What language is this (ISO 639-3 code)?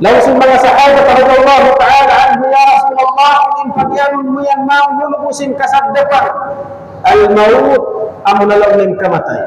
tsg